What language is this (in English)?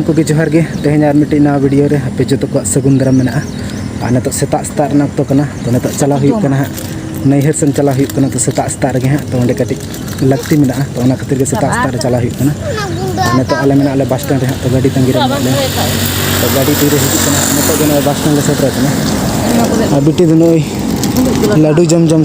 Santali